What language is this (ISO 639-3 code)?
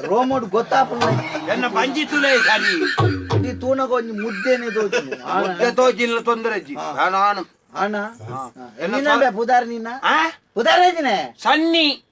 tcy